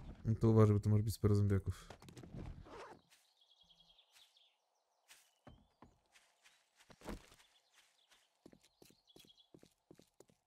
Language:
Polish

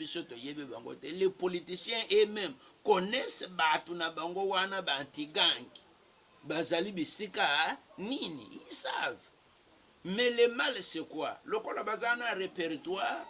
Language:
Lingala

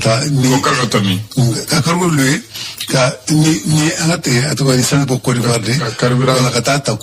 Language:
Bambara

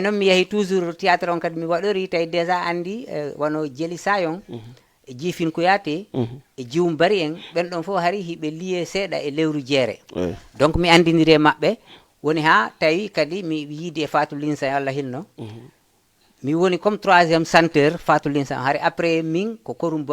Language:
Fula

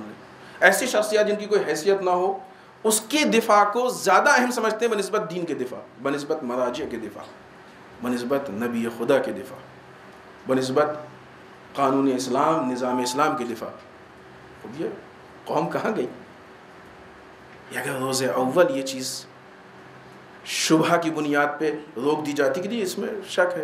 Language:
Urdu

